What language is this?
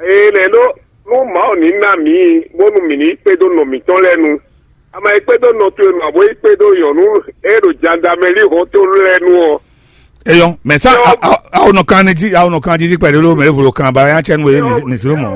Fon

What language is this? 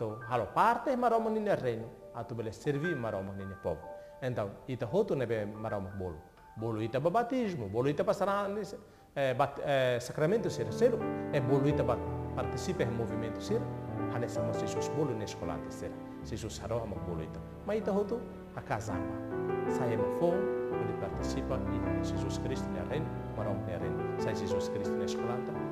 Tetum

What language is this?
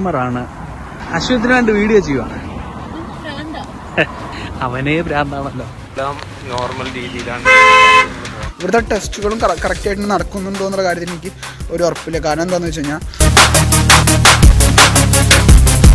Malayalam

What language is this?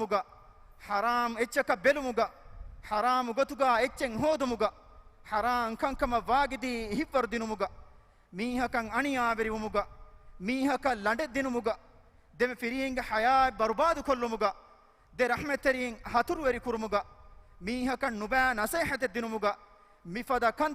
Divehi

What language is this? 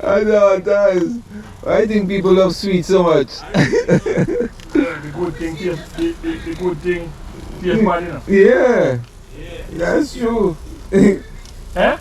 Jamaican Creole English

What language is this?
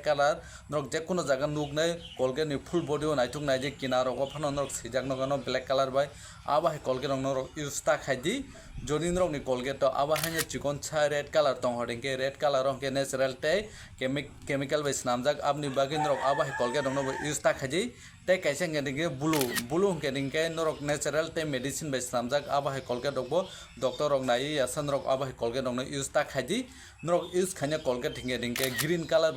Kok Borok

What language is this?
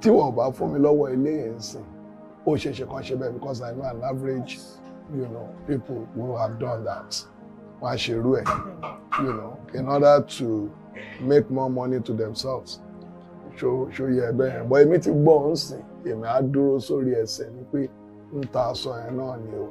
Yoruba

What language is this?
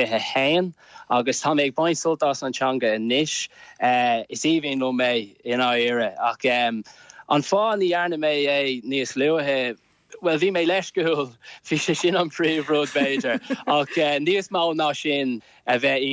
Irish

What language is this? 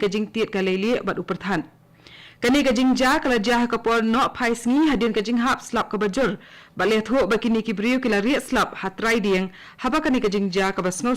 Khasi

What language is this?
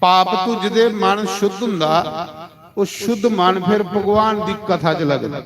Dogri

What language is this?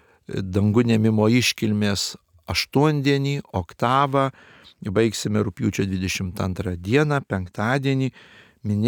Lithuanian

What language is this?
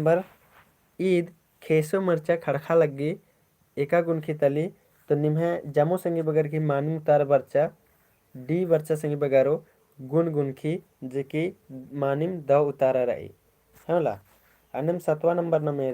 Kurukh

